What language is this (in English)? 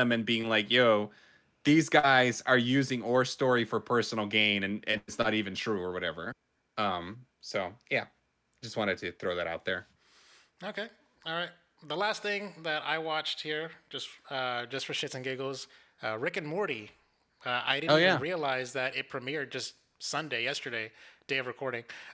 English